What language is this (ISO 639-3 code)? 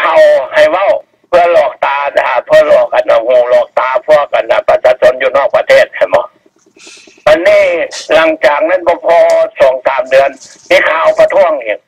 lao